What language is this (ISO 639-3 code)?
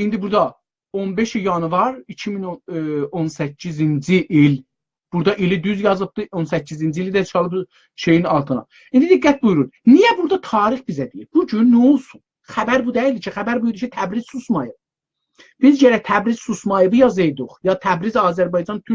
azb